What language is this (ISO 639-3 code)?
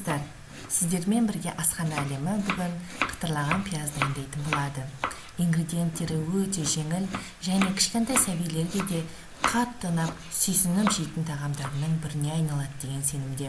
kaz